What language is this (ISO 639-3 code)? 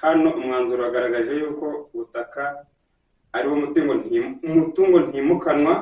kin